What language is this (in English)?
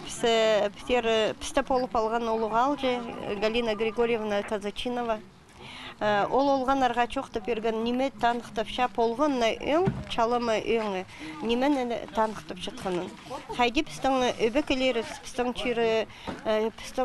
Khakas